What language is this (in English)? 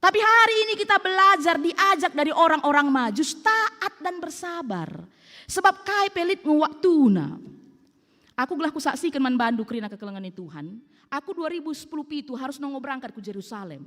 Batak Karo